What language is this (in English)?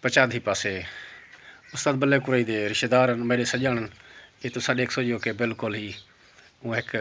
Saraiki